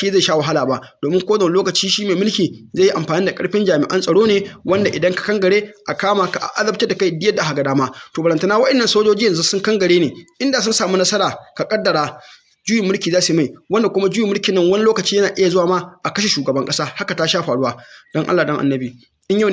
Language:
Hausa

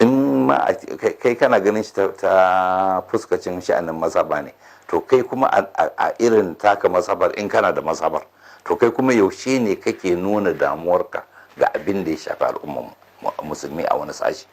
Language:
Hausa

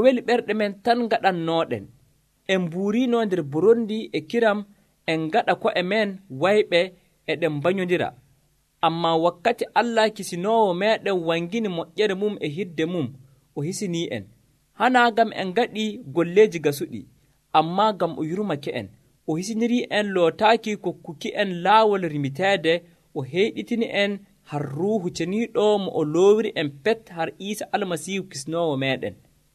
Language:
Nigerian Fulfulde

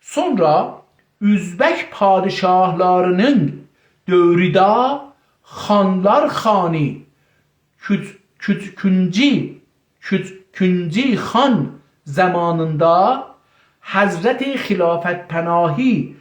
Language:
South Azerbaijani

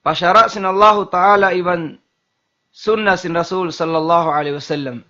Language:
Tausug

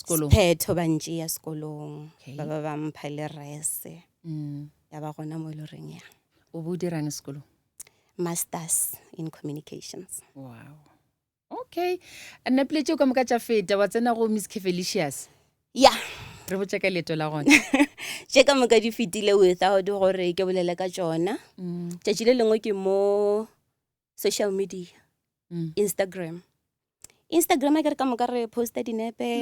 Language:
Northern Sotho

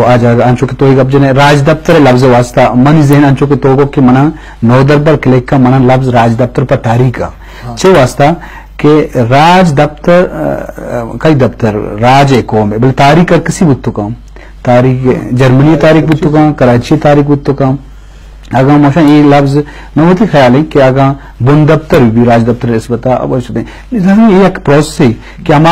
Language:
Eastern Balochi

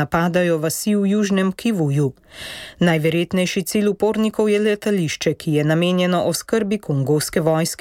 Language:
Slovenian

